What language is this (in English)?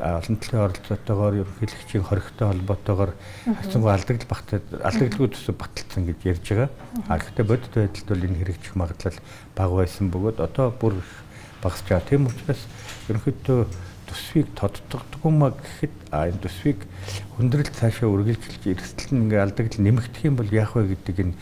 Mongolian